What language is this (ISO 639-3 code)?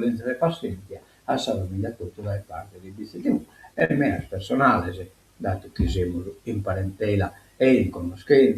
srd